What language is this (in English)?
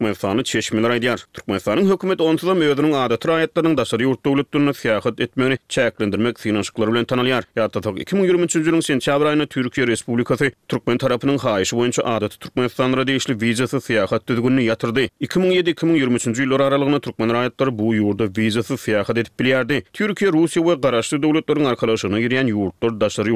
Turkmen